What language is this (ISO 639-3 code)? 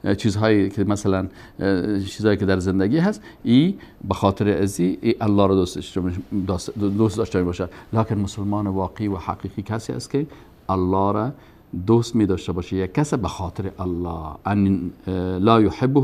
fas